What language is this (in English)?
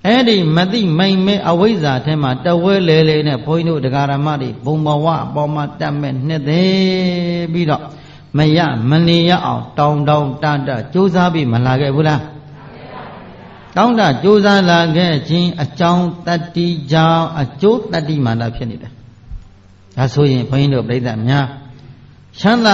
Burmese